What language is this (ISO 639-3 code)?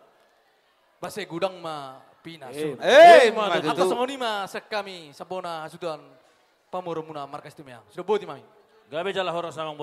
bbc